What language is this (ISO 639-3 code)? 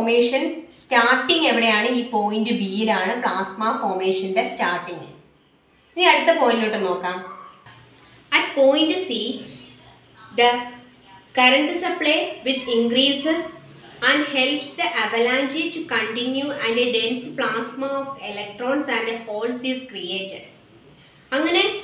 mal